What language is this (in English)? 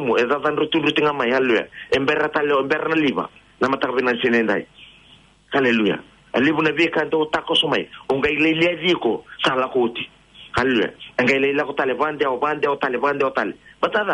Fijian